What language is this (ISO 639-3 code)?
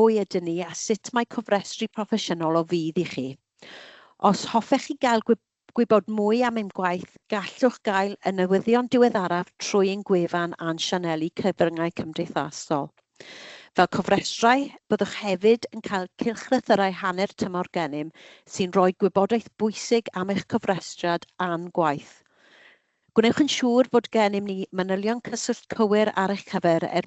cym